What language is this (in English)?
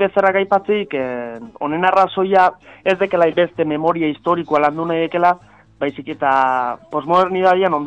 Basque